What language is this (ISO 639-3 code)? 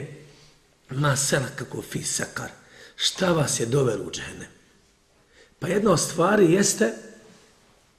bos